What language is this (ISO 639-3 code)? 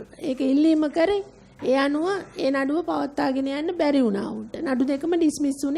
sin